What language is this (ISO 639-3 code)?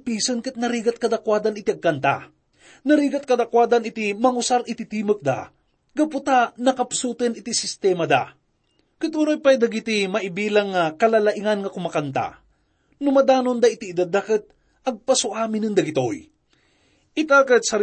ilo